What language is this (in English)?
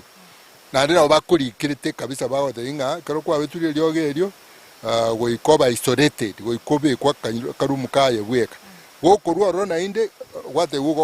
Gusii